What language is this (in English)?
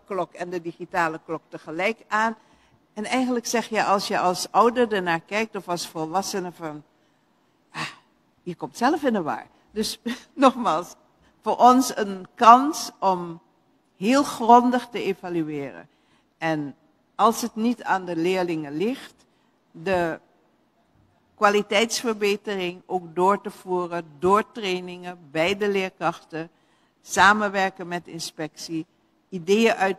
Dutch